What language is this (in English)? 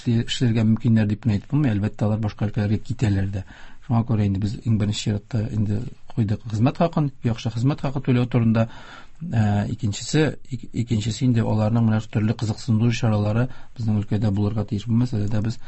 Tatar